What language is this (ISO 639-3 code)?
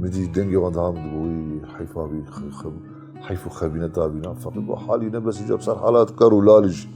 kur